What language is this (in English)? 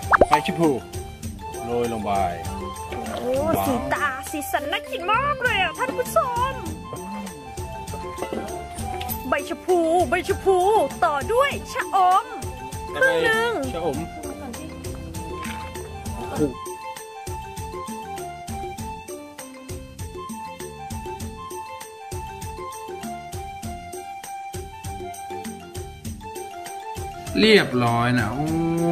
Thai